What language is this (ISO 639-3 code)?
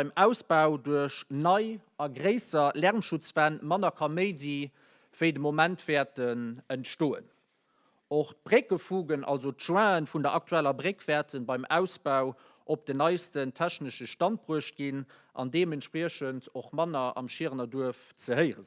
ltz